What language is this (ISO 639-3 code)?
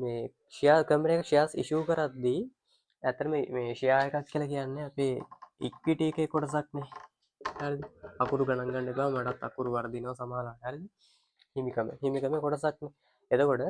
sin